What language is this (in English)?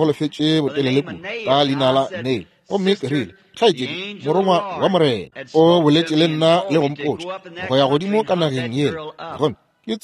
Northern Sotho